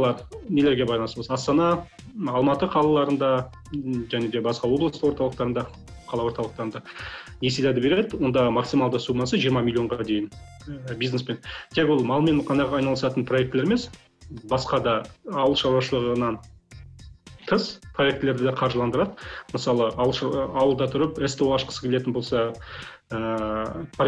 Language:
Kazakh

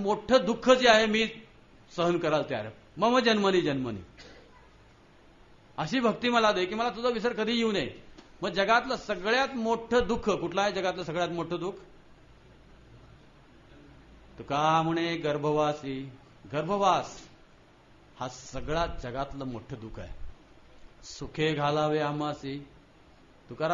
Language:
Marathi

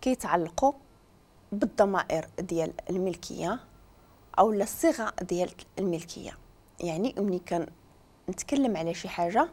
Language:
Moroccan Arabic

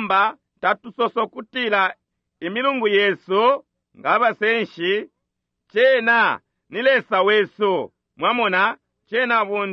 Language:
Bemba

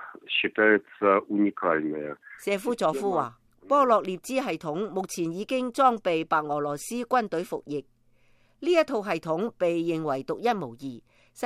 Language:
Cantonese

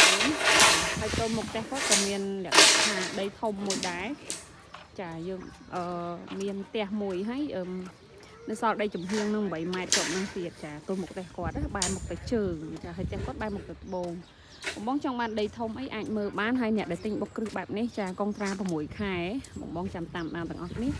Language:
Khmer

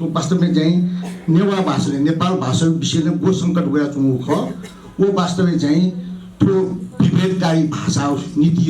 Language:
Newari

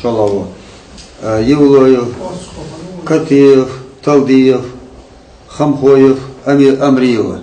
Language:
Ingush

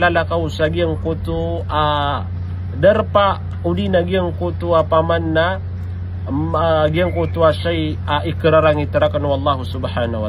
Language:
Maranao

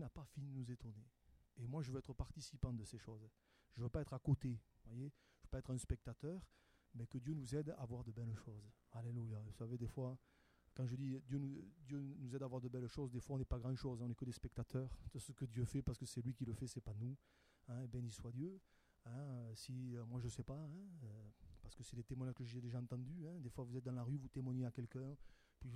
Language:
French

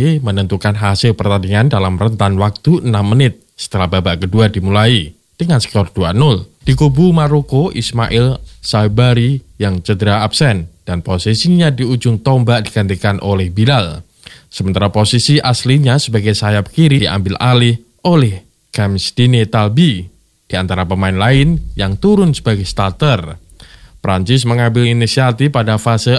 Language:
Indonesian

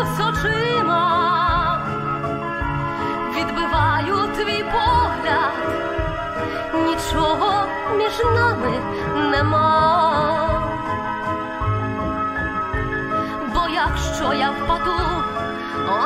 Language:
Ukrainian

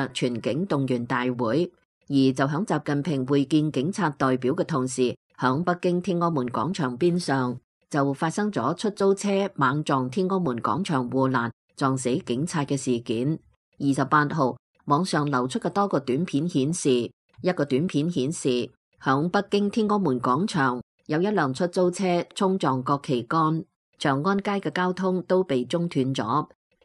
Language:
Cantonese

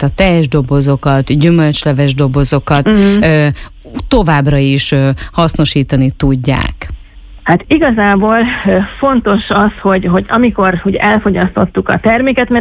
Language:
Hungarian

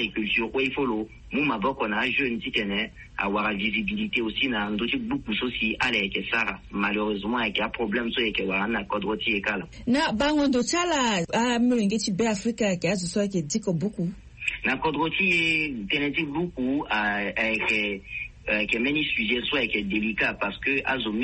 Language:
Sango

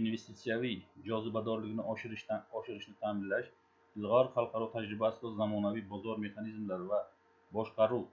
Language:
Uzbek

